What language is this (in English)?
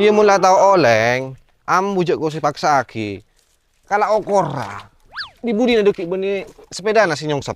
Madurese